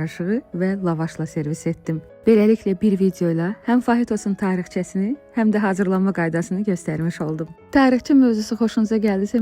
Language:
Azerbaijani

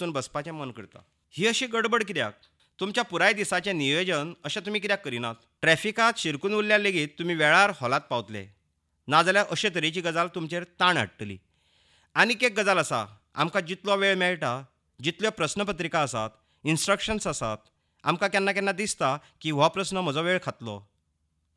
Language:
Konkani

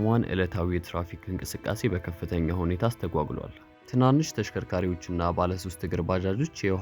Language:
Amharic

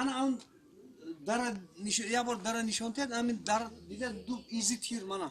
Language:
Tajik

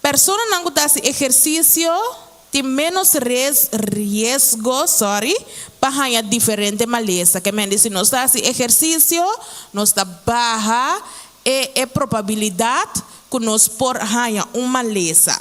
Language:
Papiamento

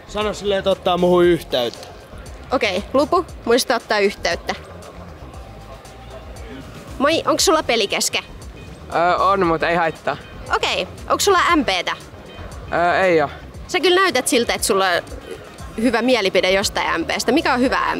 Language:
Finnish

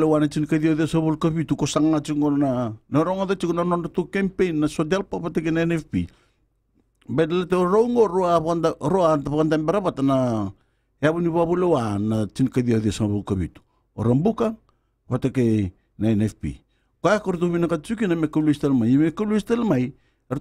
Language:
Fijian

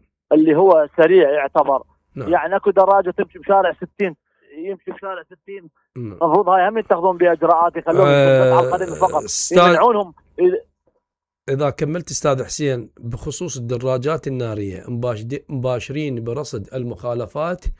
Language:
Mesopotamian Arabic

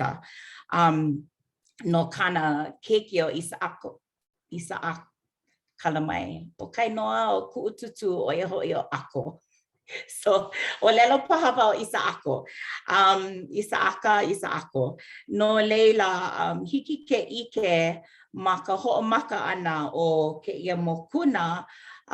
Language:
Hawaiian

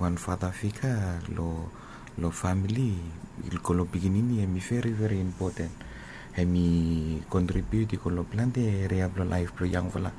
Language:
Bislama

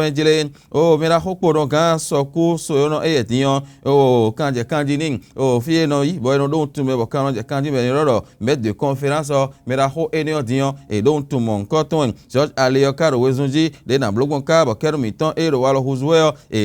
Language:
Fon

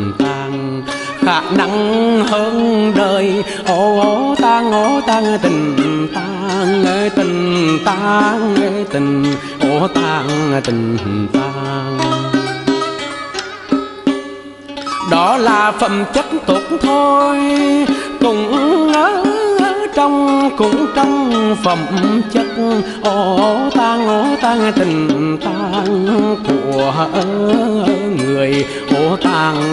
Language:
Vietnamese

